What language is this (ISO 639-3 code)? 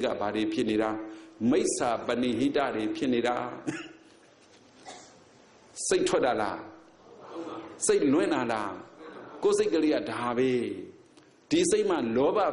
mya